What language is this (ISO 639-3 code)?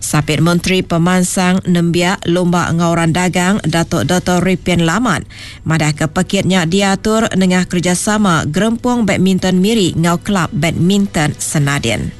iba